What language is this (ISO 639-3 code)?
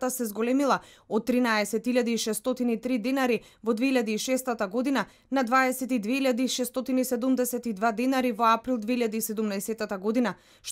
mkd